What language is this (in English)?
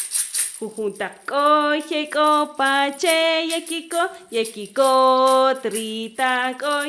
Kaqchikel